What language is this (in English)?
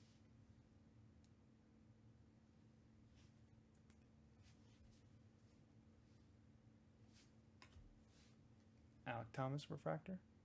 English